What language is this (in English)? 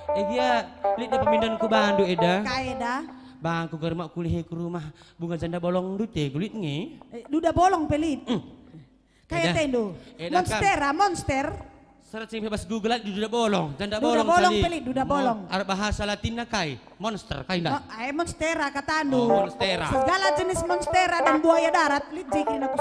Batak Karo